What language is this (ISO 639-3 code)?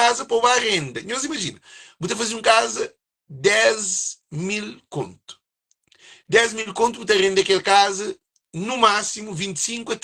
kea